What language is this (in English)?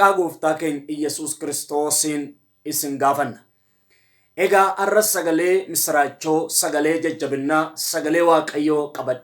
Oromo